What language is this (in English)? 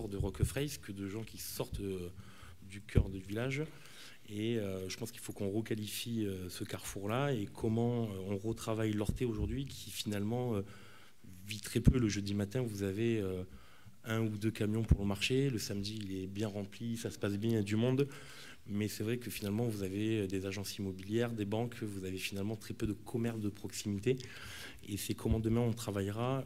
French